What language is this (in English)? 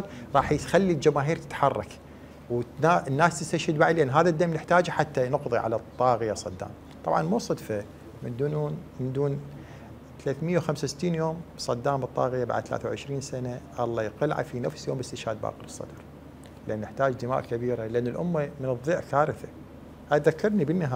Mesopotamian Arabic